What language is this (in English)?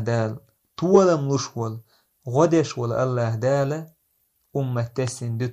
Chechen